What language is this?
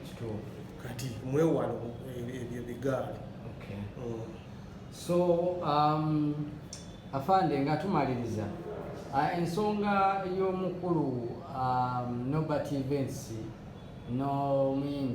Ganda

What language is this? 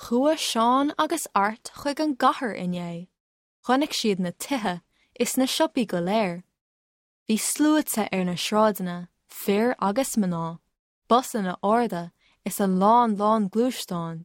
Irish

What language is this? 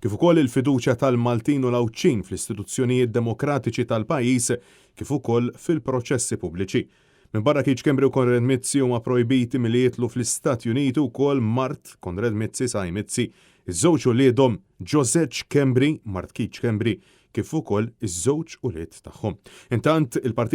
Maltese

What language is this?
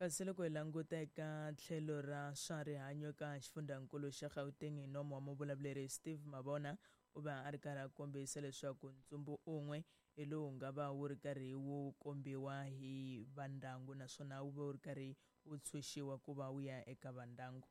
Tsonga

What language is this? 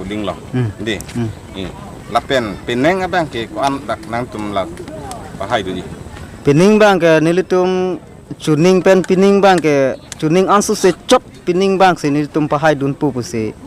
Karbi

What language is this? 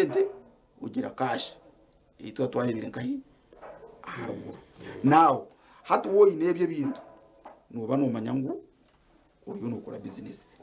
Nyankole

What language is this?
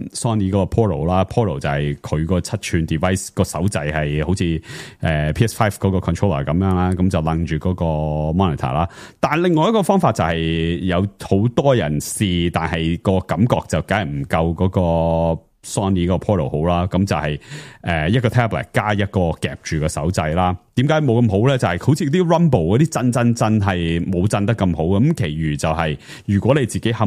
Cantonese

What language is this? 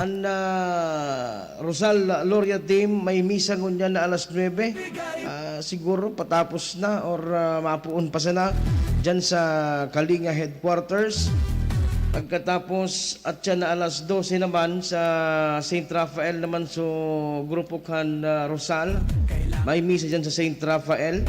Bikol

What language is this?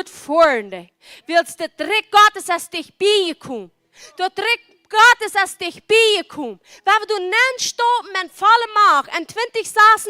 Plautdietsch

